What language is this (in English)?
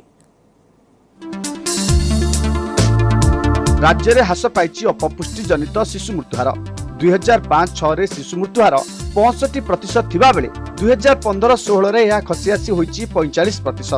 Odia